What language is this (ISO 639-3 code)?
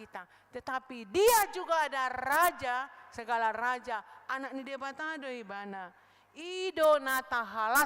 bbc